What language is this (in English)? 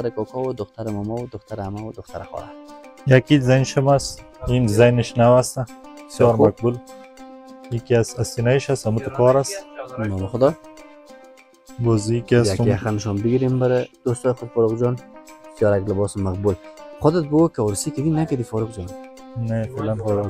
Persian